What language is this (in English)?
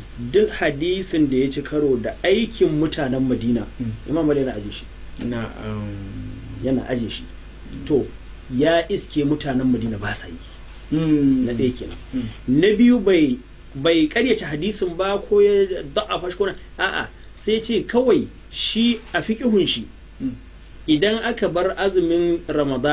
Hausa